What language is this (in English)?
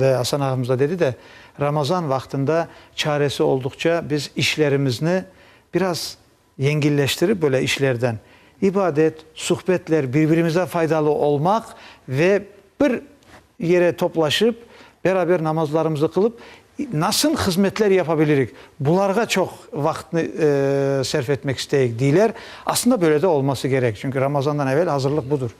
Crimean Tatar